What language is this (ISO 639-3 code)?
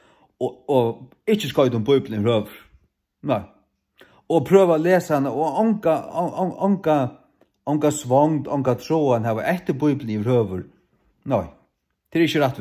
fao